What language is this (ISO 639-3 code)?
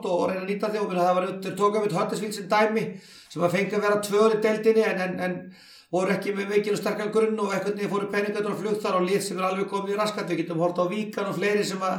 isl